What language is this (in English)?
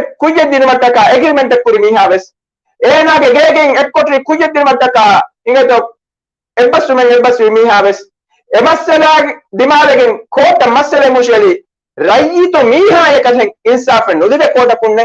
Divehi